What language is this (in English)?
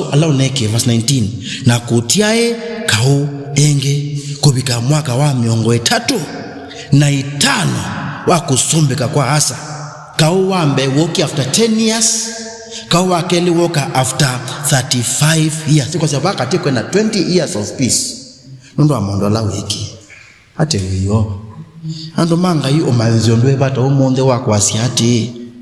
Kamba